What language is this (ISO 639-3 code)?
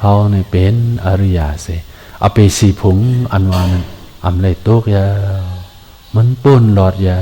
shn